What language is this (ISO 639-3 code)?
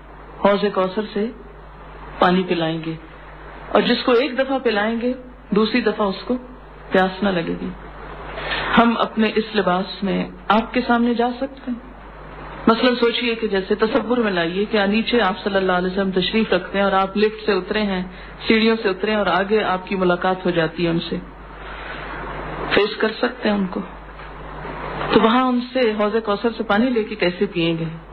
urd